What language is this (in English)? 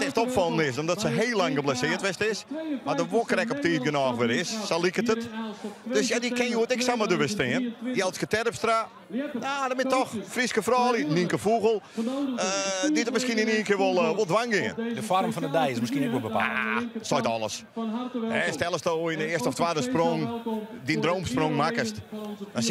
Western Frisian